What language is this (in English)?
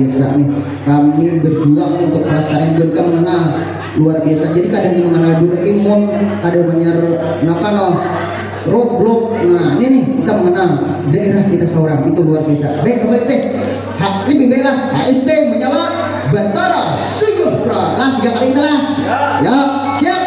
Banjar